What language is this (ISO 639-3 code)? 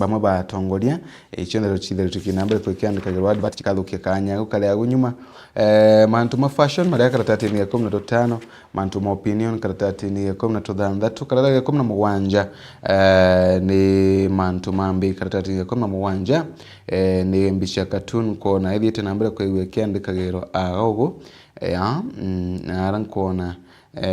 mer